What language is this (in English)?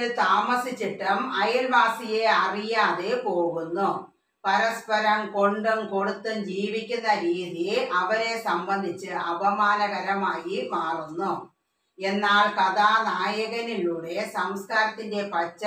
Malayalam